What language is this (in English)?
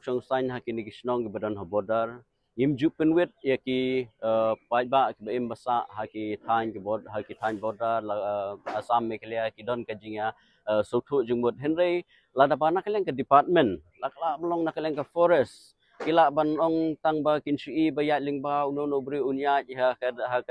Khasi